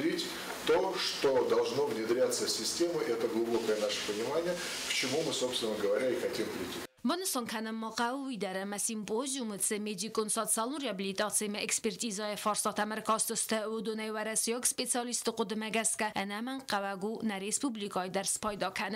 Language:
Ossetic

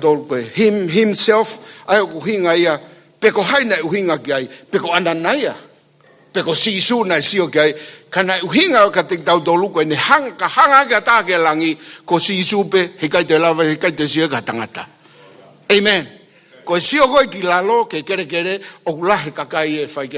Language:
Tongan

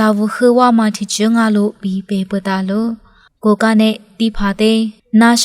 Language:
Lisu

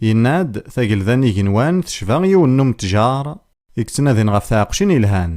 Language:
Kabyle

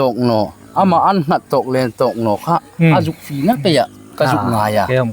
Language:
Hmar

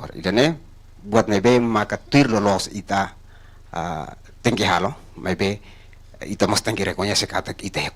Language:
Tetum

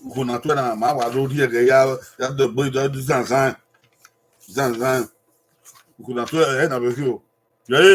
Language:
Bini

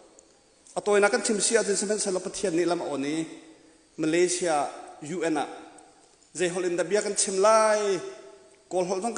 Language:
Hakha Chin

